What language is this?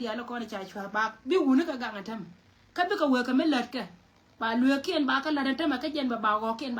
Nuer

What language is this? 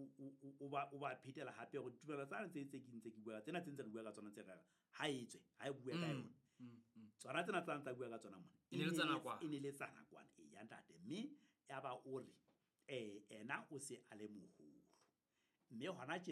Southern Sotho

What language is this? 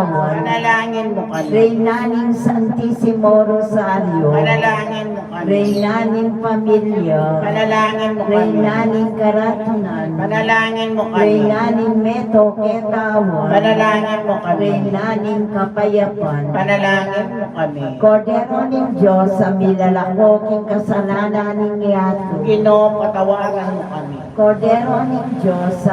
Pampanga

